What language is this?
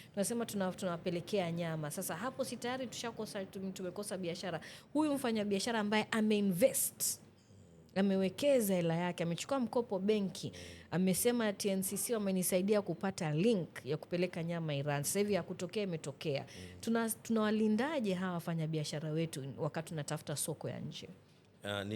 Swahili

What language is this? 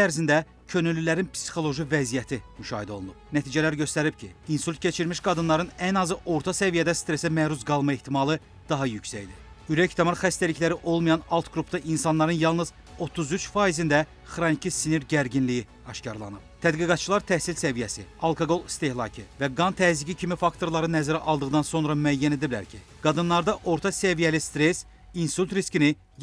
Azerbaijani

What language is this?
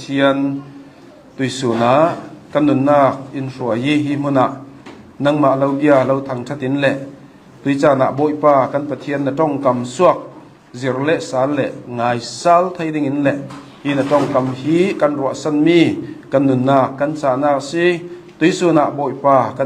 Hakha Chin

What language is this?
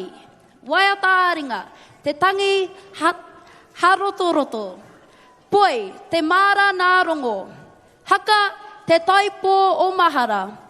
Māori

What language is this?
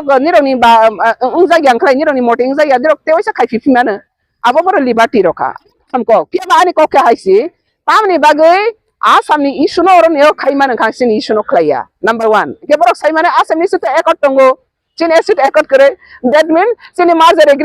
Riang (India)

